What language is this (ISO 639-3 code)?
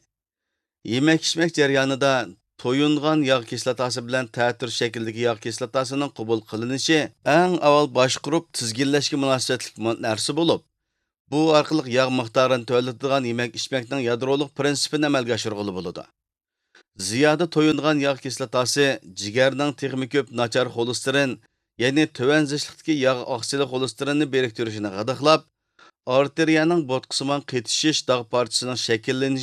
uig